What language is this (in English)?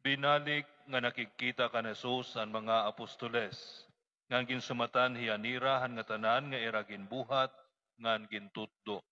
Waray